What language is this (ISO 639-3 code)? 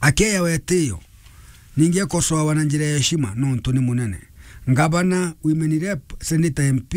mer